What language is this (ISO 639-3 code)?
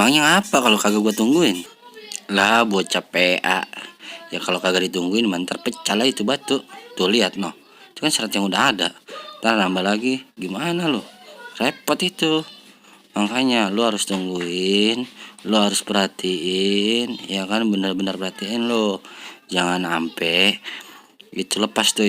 bew